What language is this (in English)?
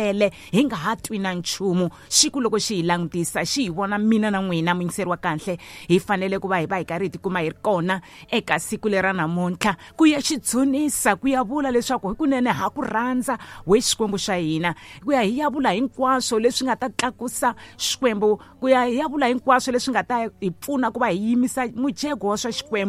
Tsonga